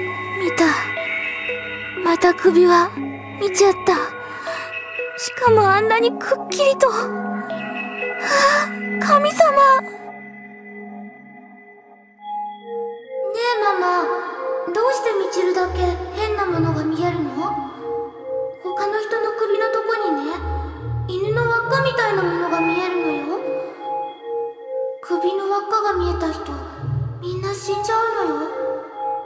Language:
Japanese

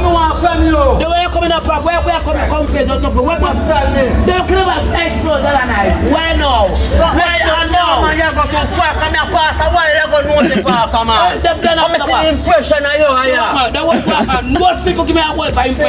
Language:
Jamaican Creole English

